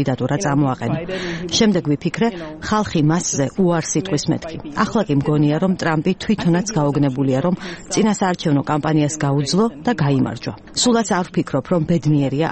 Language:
Georgian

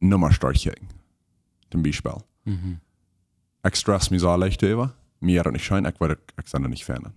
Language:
Plautdietsch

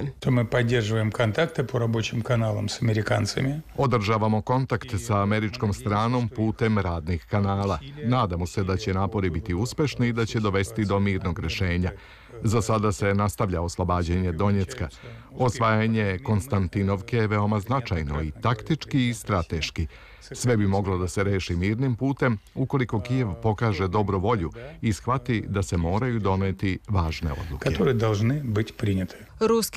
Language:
Serbian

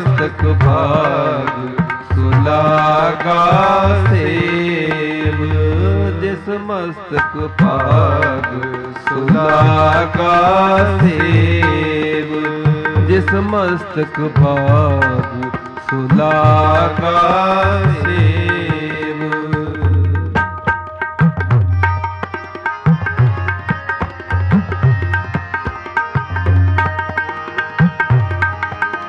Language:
Punjabi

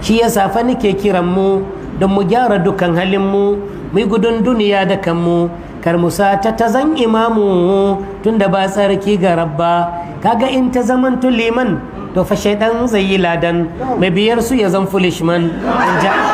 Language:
Hausa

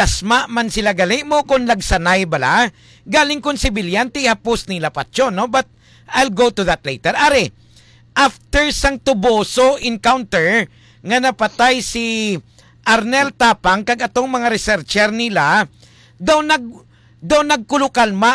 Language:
Hiligaynon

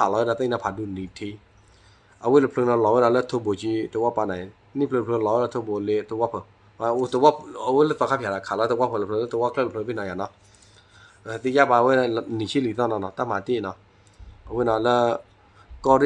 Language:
S'gaw Karen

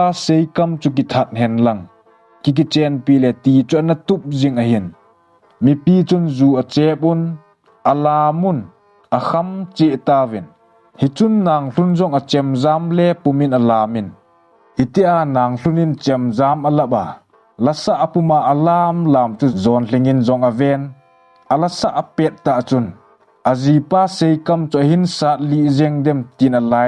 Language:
Thado Chin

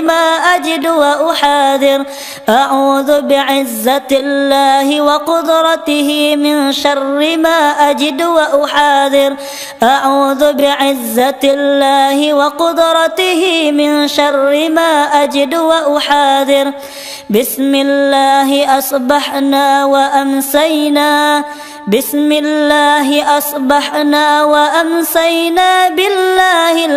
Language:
Arabic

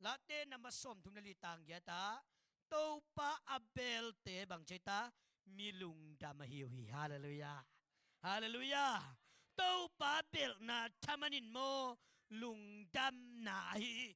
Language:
Tedim Chin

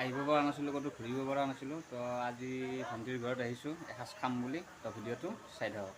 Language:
Assamese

